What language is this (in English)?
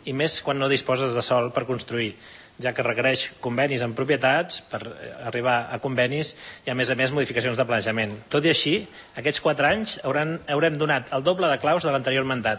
Catalan